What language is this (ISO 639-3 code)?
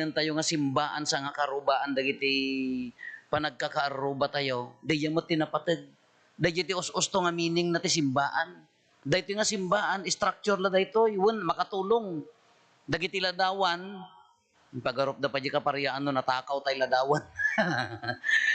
ilo